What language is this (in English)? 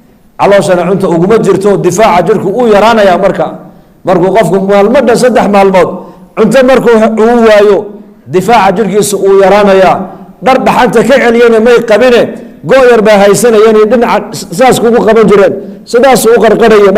Somali